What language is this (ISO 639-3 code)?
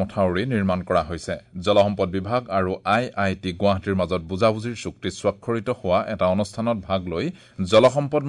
asm